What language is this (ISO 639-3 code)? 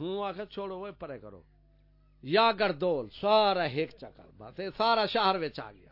skr